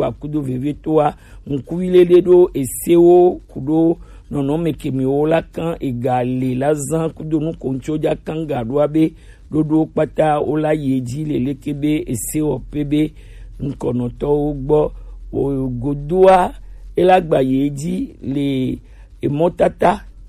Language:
Gen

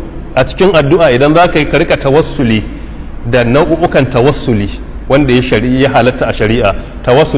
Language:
Hausa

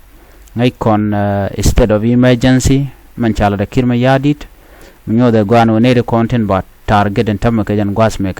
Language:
Nuer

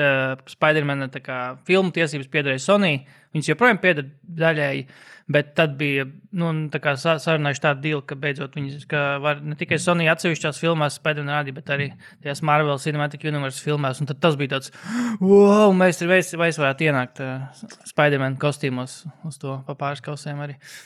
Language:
Latvian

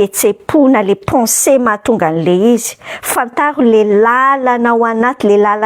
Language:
Malagasy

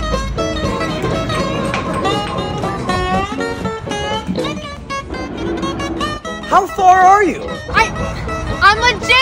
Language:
English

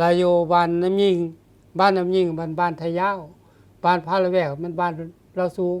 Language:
Lao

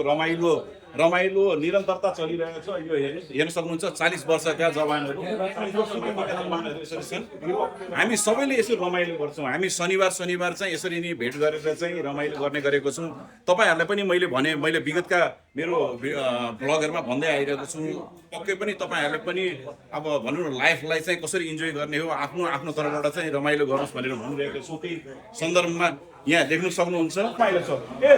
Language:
Nepali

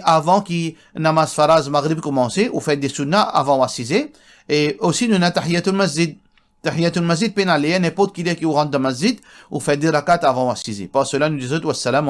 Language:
Morisyen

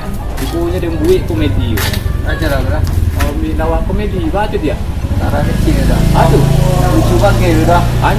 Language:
Minangkabau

